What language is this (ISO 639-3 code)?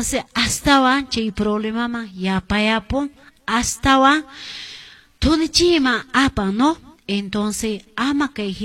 que